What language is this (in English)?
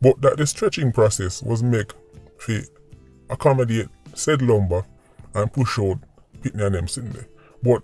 Jamaican Creole English